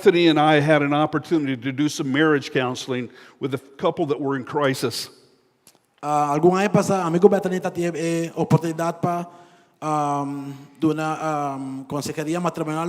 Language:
Papiamento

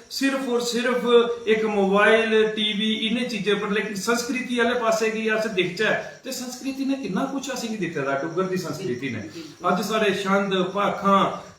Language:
Dogri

